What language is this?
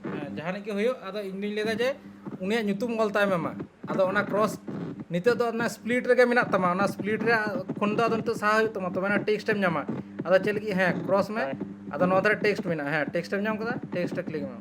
Santali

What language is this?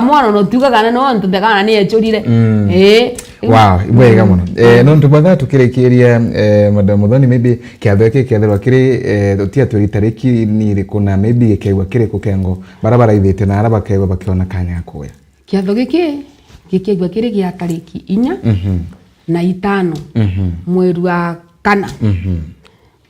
Meru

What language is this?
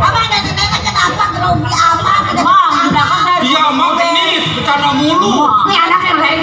Betawi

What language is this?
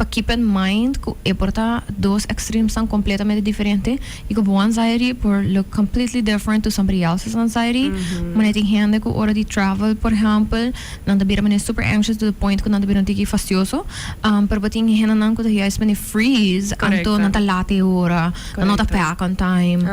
Papiamento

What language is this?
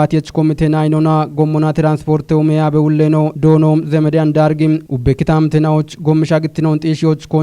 Kafa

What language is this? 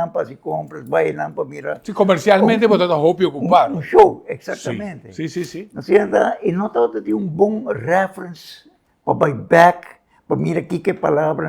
Papiamento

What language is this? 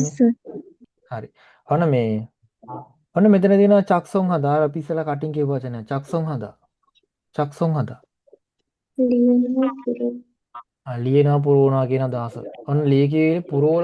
Sinhala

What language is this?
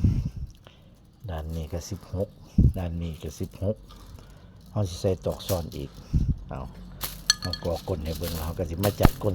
Northeastern Thai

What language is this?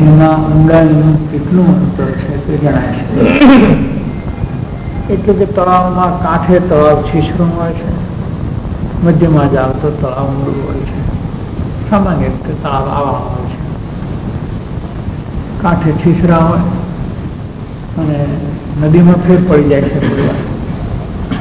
Gujarati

